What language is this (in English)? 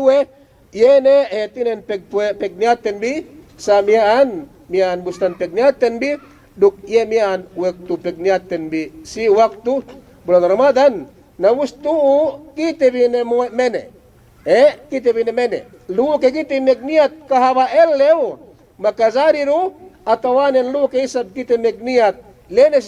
Yakan